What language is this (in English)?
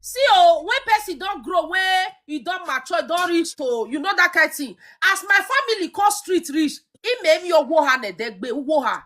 Nigerian Pidgin